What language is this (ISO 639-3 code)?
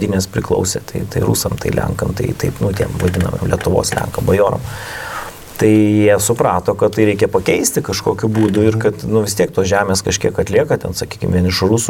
lit